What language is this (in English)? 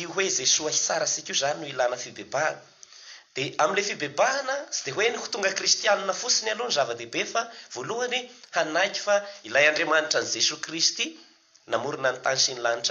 Malagasy